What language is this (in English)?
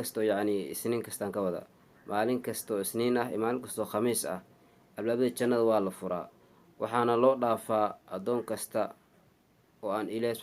Somali